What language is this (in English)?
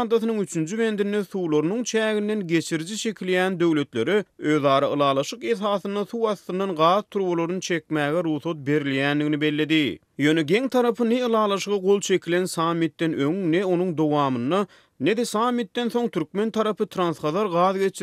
Turkmen